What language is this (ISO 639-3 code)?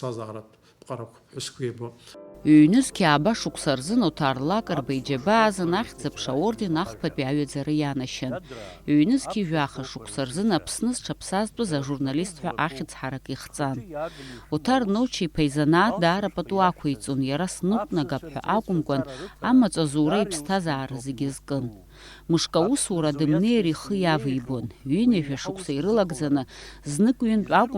abk